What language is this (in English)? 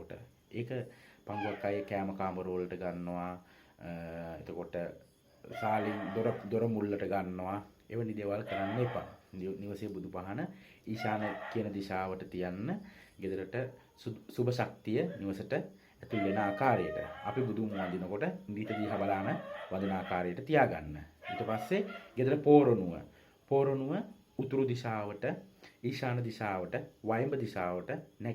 Sinhala